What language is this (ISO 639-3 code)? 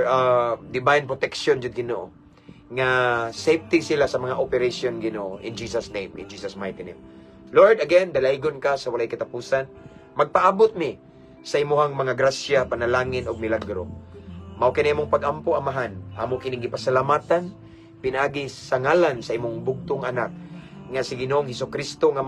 ceb